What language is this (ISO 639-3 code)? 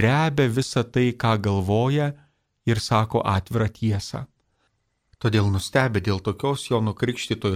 lit